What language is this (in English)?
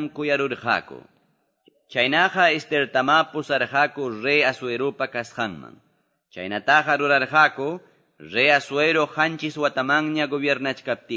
Quechua